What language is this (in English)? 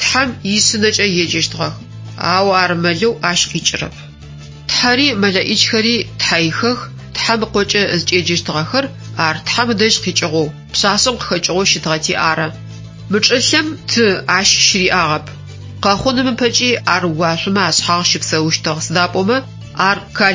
Adyghe